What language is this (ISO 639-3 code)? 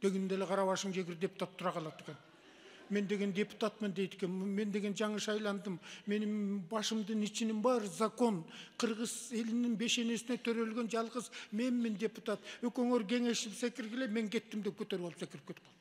kir